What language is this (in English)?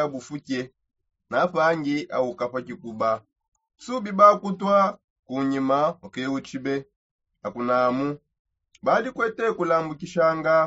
Songe